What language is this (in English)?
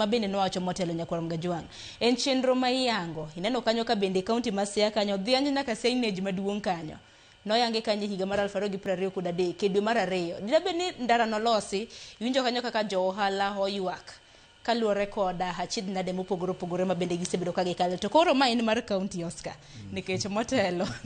Luo (Kenya and Tanzania)